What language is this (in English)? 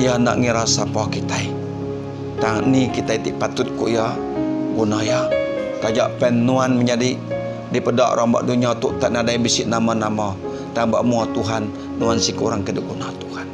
Iban